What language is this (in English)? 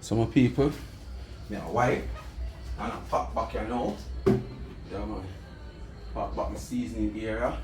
Jamaican Creole English